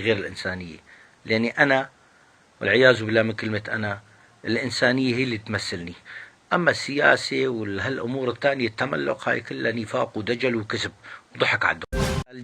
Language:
North Levantine Arabic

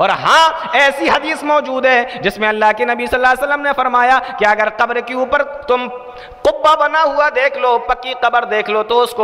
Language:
Urdu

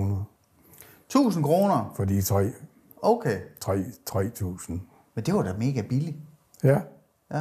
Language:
Danish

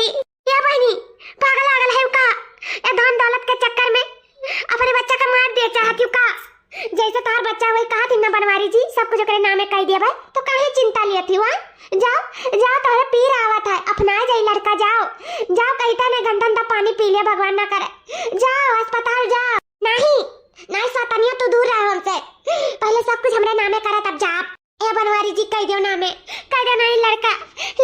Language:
Awadhi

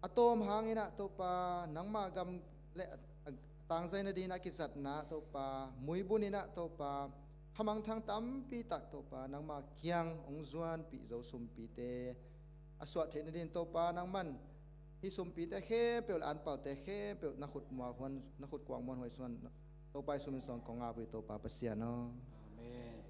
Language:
Tedim Chin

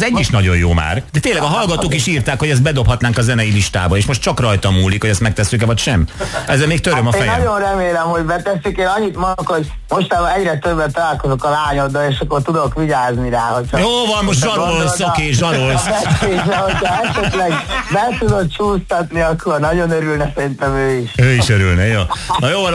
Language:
Hungarian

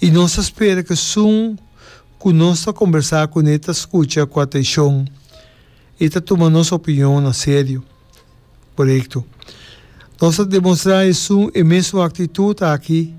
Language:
Papiamento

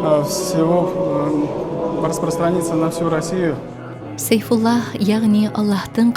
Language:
Bashkir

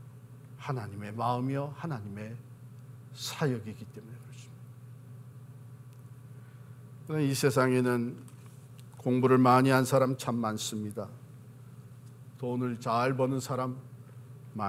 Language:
Korean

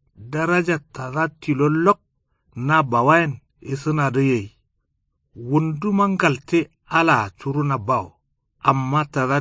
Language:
Kanuri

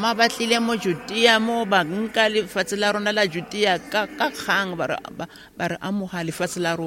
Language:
Tswana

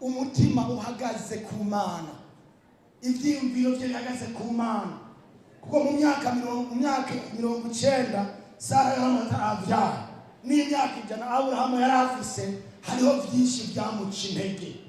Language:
Rundi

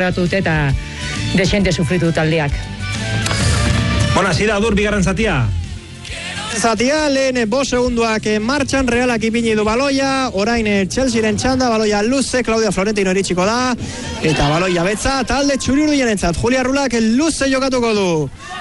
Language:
Basque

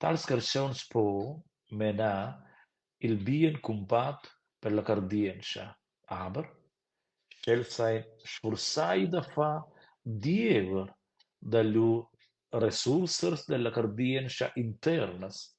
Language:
Romansh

